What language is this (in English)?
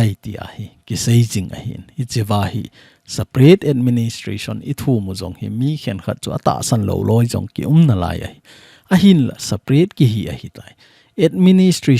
Thado Chin